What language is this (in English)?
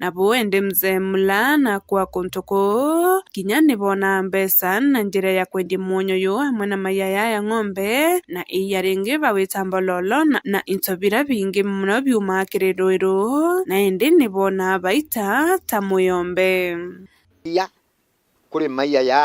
Meru